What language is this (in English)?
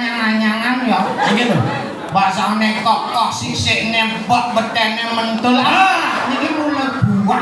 Balinese